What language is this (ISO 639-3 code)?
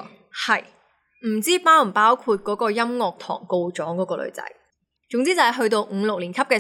yue